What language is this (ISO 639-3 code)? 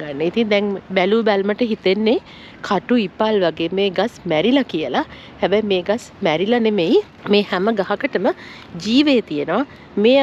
sin